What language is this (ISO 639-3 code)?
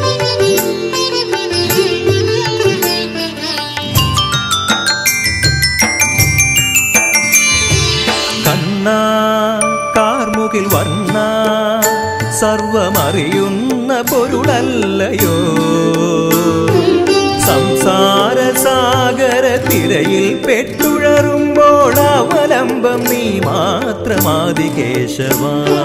mal